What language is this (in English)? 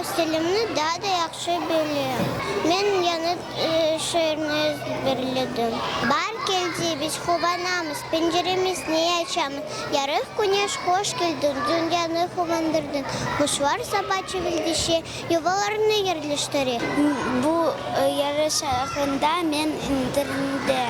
Crimean Tatar